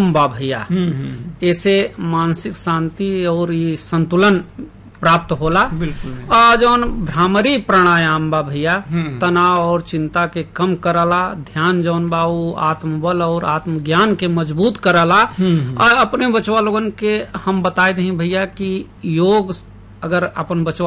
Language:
Bhojpuri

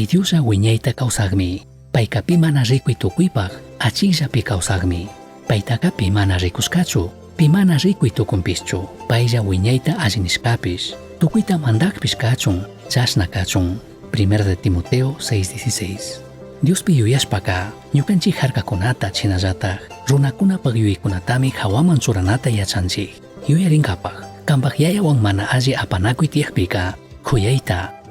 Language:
Chimborazo Highland Quichua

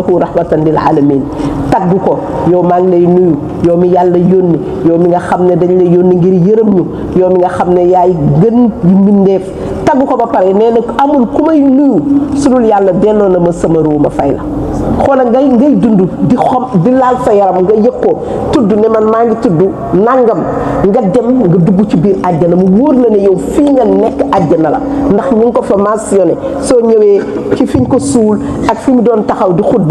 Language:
Wolof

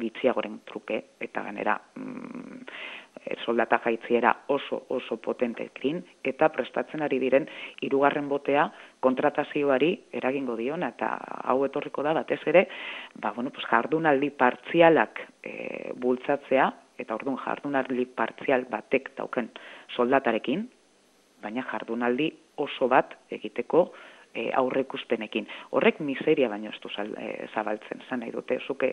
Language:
Basque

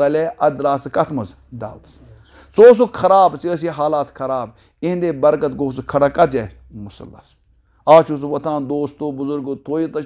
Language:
Kashmiri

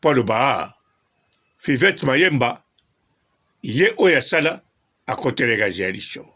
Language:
Lingala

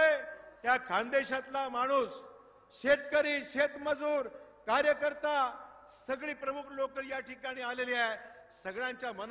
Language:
Marathi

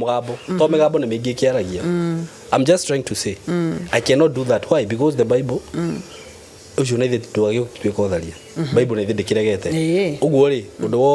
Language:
Kikuyu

